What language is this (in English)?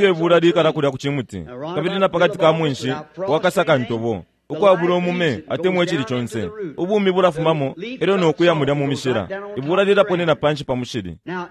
Bemba